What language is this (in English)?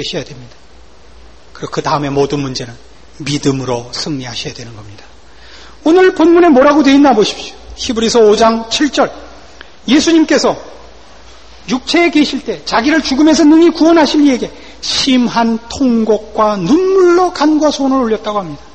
Korean